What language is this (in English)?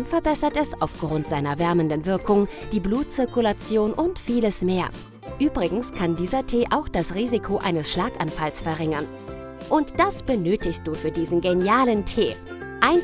German